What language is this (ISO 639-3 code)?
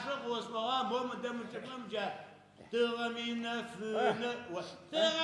ady